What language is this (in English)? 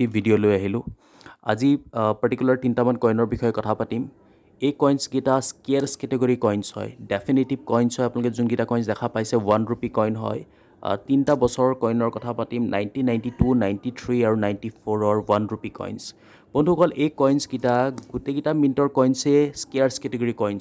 Assamese